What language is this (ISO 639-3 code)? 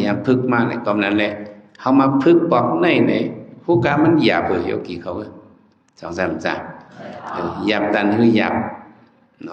shn